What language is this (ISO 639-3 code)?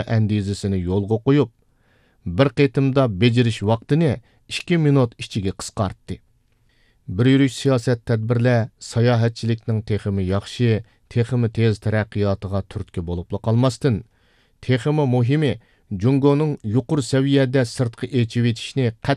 uig